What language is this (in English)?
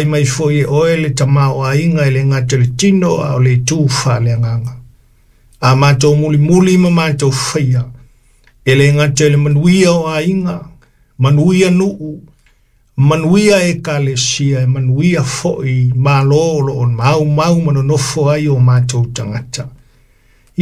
Samoan